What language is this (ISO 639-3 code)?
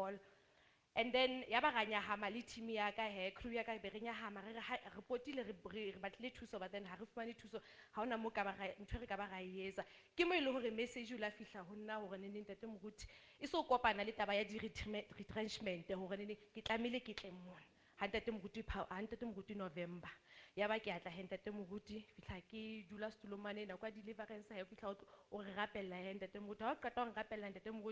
sot